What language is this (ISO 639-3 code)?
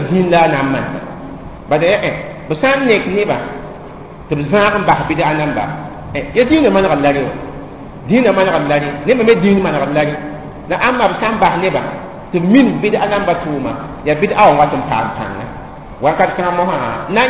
mos